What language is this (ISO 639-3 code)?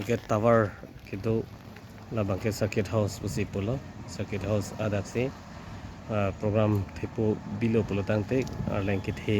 mjw